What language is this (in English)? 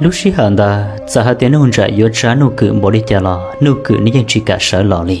Hmong